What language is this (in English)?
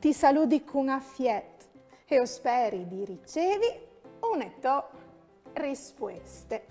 Friulian